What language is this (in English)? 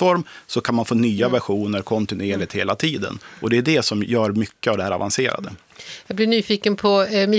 Swedish